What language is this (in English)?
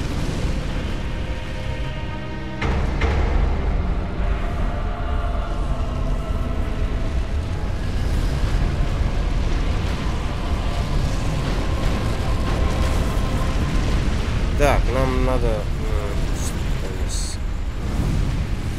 Russian